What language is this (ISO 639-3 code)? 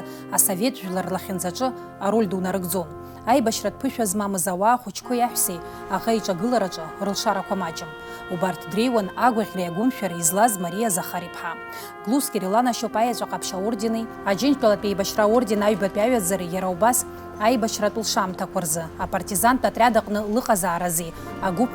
abk